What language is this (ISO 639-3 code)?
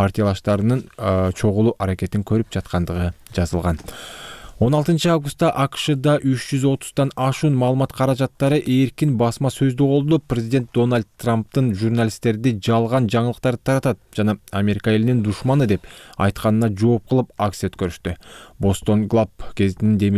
kir